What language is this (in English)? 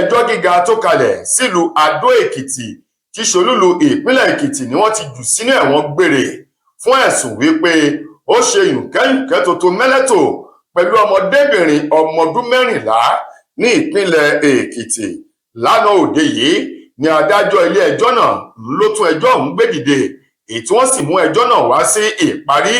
Yoruba